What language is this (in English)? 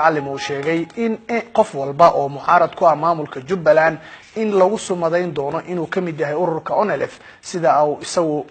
Somali